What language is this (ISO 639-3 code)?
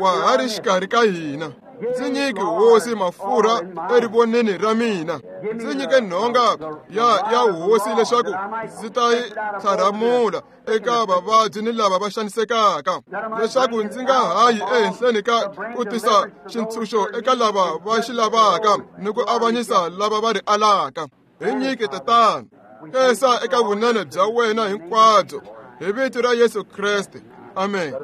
tso